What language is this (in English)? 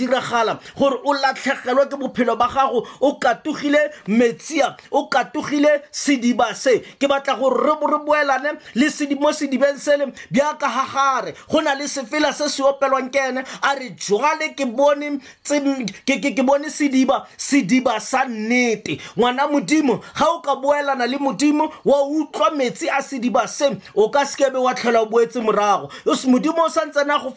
Tswana